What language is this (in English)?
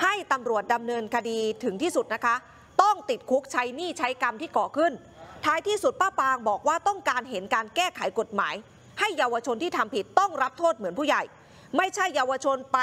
Thai